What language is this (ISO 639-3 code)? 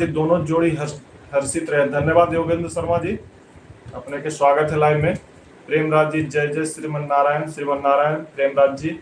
mag